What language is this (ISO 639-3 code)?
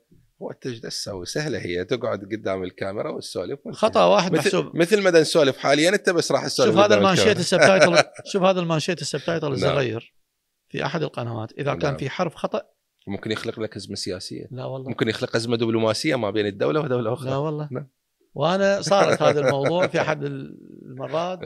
acm